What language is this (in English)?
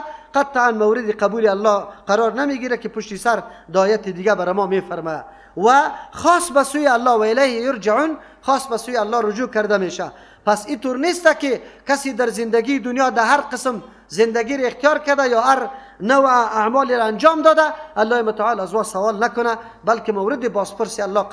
Persian